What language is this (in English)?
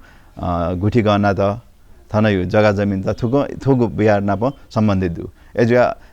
Newari